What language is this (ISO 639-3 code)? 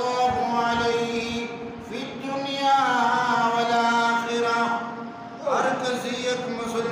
bal